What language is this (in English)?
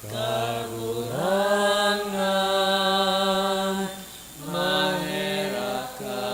Bikol